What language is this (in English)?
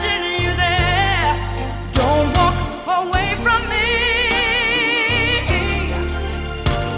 English